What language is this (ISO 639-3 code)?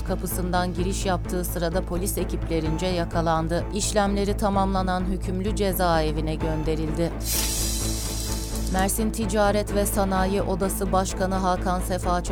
tur